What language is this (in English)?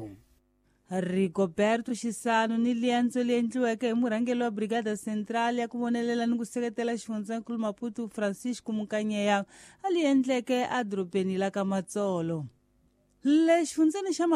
Tsonga